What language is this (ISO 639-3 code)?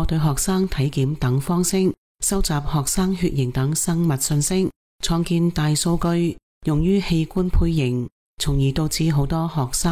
yue